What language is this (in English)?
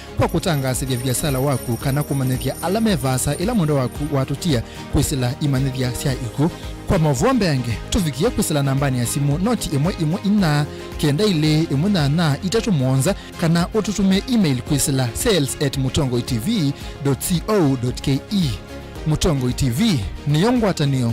Kamba